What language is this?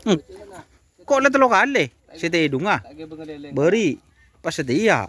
Madurese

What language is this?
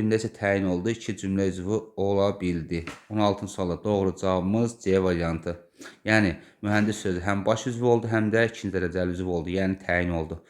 Azerbaijani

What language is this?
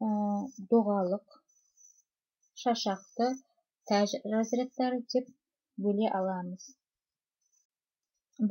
Kazakh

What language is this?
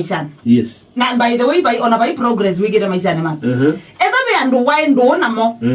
Kamba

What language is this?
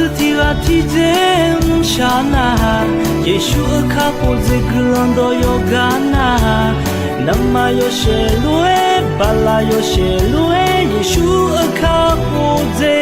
Akha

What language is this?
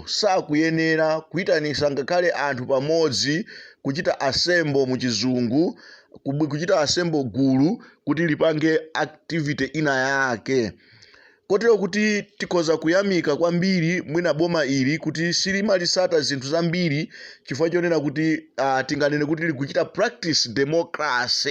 Nyanja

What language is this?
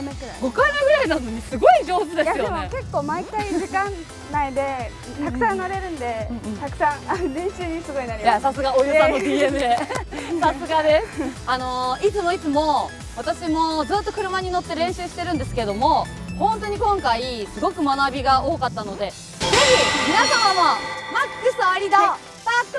Japanese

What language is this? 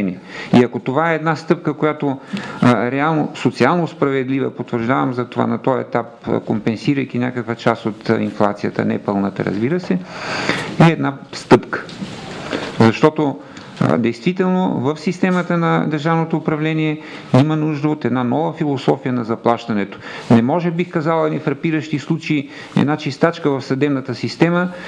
Bulgarian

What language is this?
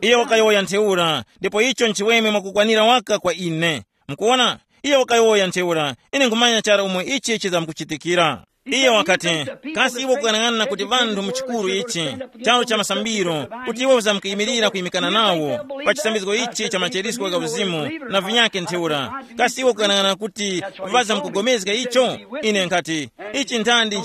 Tumbuka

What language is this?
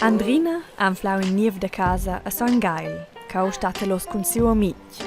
Romansh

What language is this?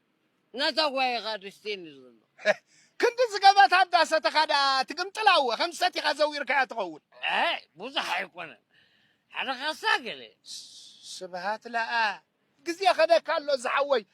Tigrinya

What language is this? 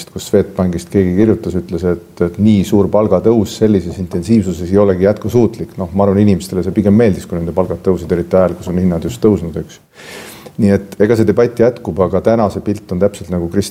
Estonian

